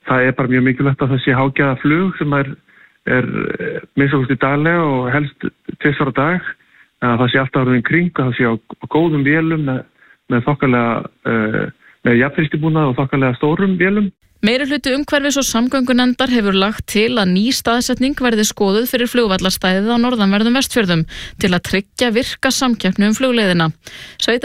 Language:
Icelandic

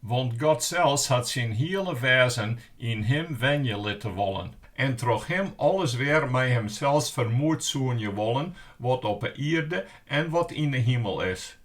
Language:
Western Frisian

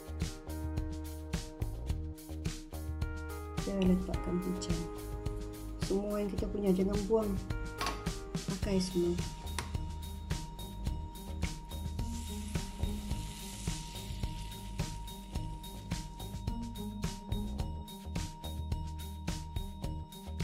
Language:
Malay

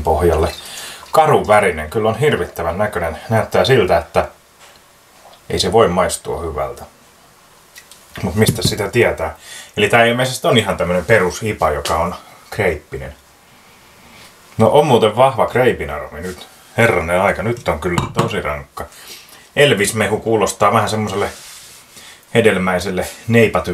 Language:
Finnish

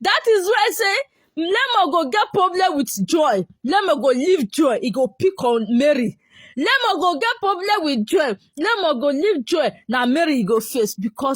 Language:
Nigerian Pidgin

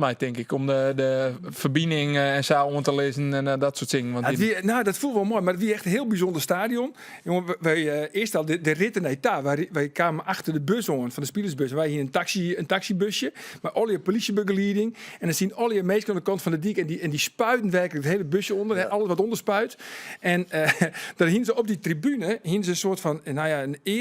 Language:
Western Frisian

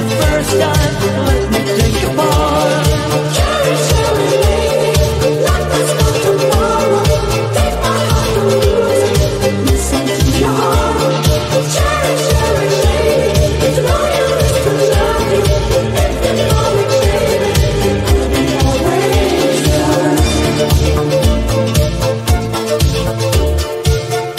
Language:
English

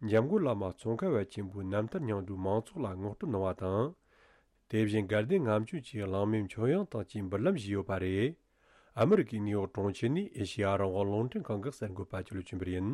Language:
Tibetan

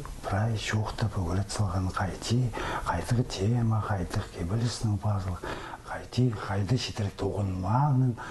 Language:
Khakas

